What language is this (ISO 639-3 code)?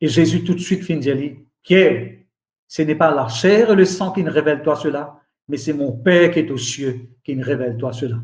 mfe